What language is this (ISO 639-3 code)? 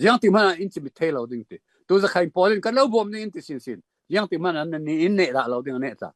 cfm